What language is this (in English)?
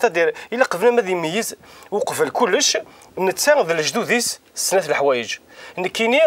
Kabyle